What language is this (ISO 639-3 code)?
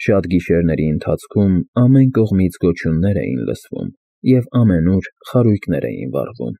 hye